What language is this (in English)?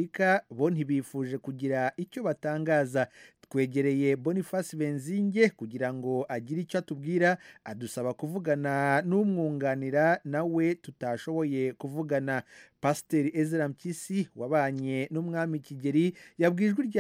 Kinyarwanda